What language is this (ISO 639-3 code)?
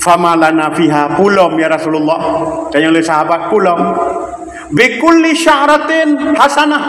ace